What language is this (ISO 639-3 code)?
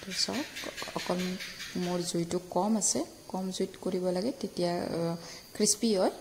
asm